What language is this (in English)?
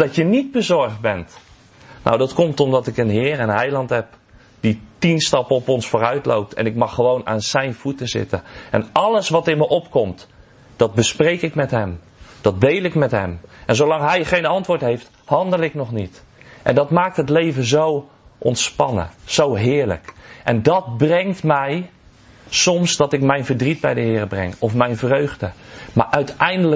Dutch